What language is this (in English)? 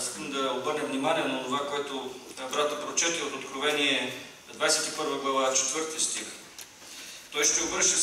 Bulgarian